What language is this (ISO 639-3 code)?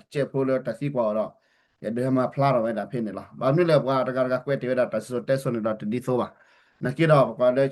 ksw